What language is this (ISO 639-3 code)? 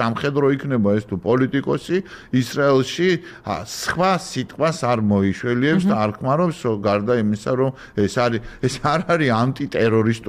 kat